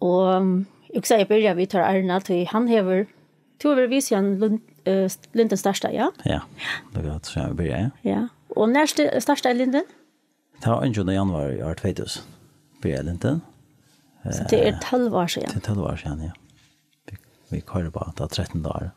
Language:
Faroese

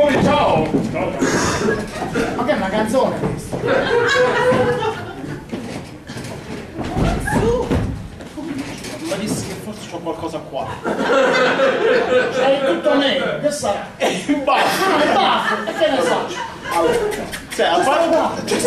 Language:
Italian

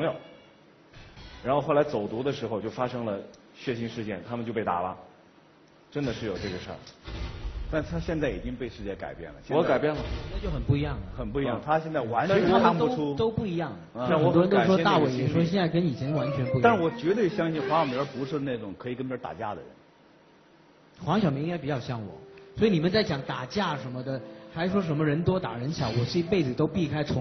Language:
Chinese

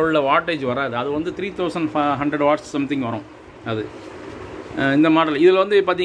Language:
Tamil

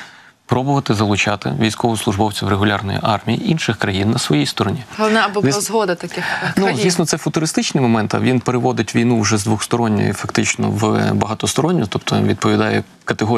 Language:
Ukrainian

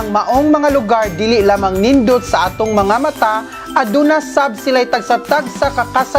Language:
Cebuano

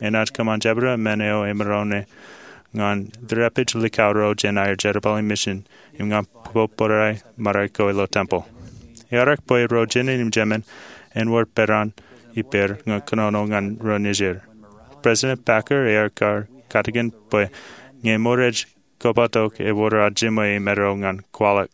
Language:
Marshallese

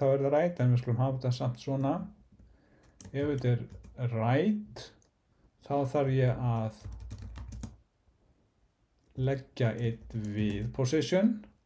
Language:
Icelandic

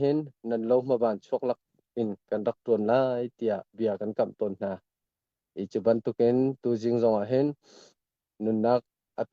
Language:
Hakha Chin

